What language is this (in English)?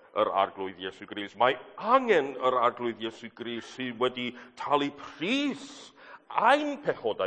Welsh